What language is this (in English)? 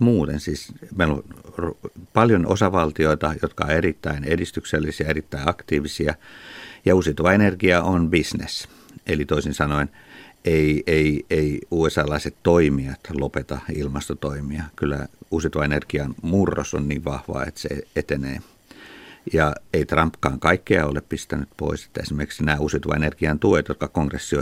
Finnish